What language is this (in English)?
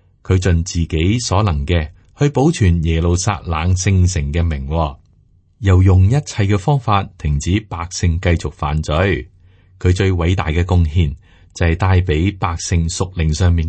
Cantonese